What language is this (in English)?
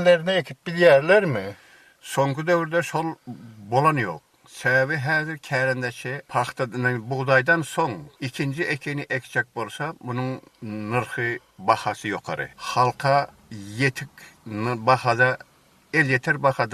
Turkmen